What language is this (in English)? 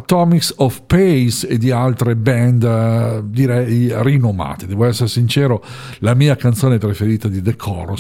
Italian